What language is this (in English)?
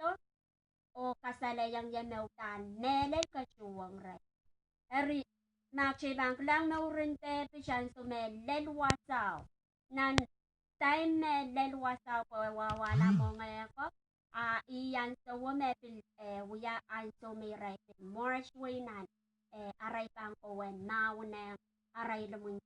Pohnpeian